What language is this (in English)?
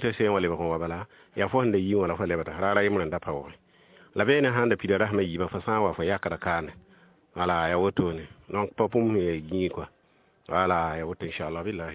Mossi